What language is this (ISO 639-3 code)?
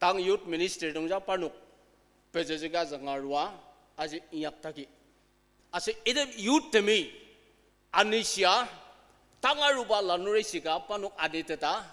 njo